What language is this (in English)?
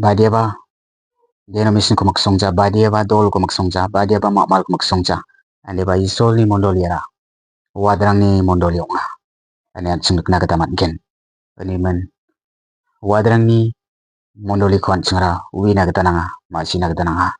Garo